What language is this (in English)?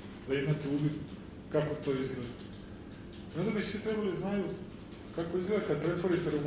Serbian